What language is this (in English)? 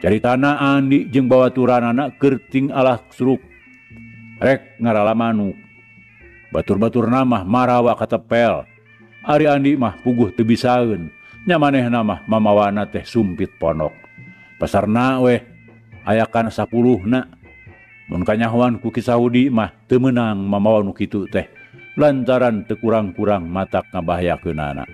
Sundanese